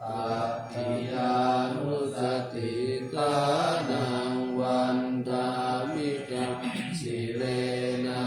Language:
Pali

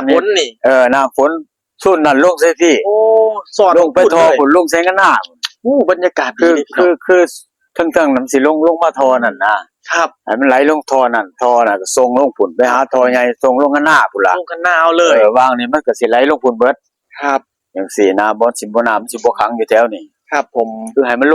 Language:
Northeastern Thai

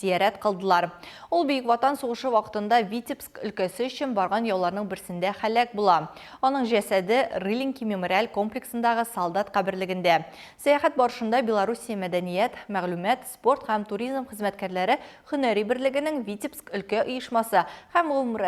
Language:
Tatar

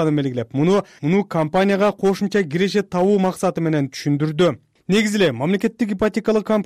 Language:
Kyrgyz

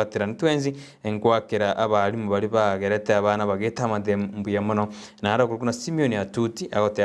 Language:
Gusii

